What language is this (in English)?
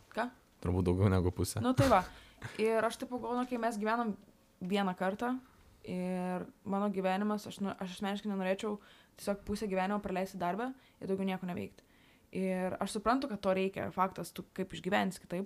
Lithuanian